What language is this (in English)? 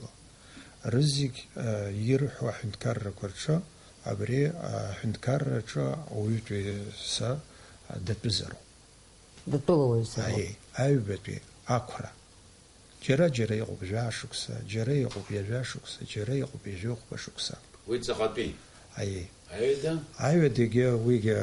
Abkhazian